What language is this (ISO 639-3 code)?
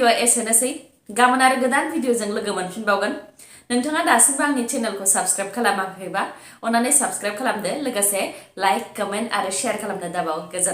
brx